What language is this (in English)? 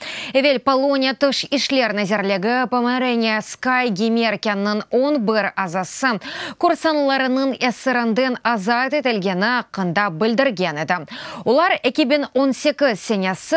Crimean Tatar